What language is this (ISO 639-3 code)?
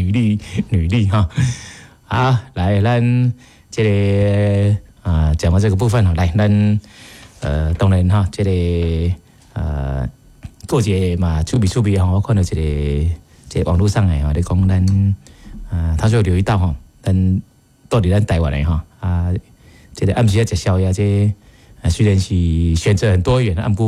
nan